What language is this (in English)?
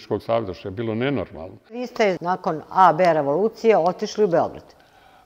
Serbian